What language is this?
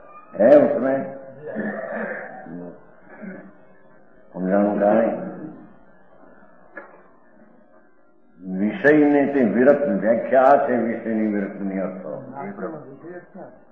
Gujarati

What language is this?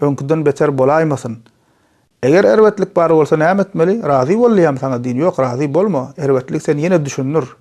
Turkmen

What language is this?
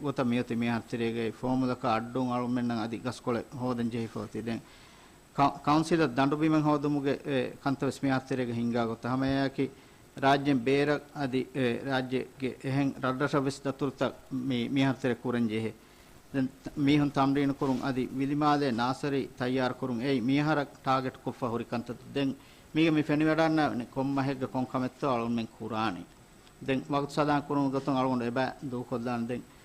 Divehi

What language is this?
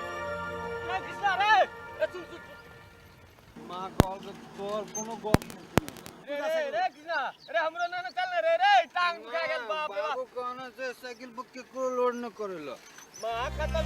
Maithili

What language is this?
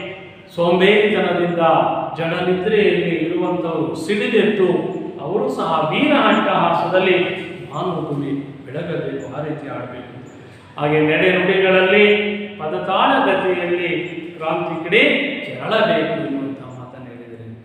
Kannada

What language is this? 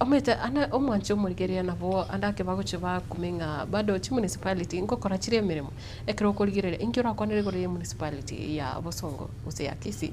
Gusii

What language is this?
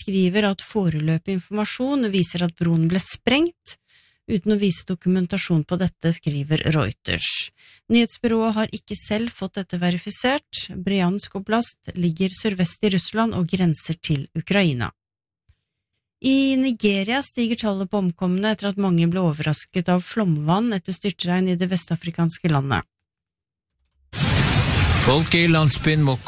Norwegian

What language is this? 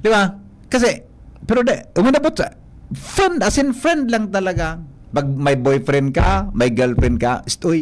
Bikol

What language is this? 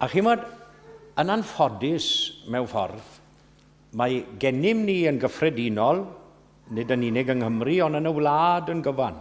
Welsh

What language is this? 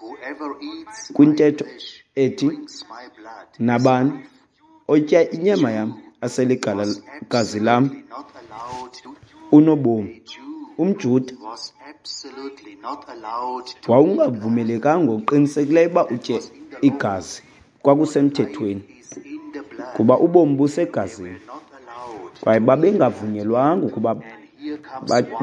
Xhosa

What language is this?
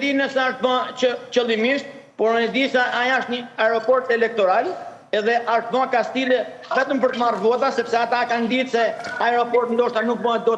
Albanian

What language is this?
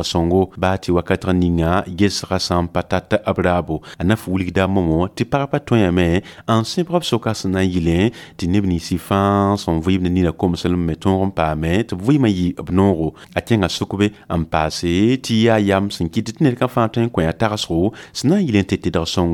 Mossi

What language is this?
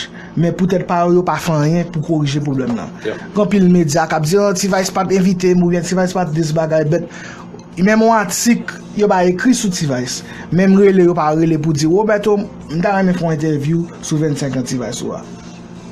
Haitian Creole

